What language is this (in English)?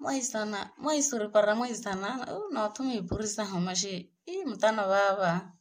Makhuwa